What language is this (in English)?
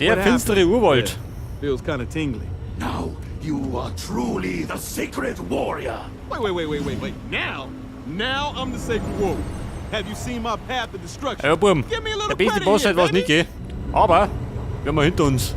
Bavarian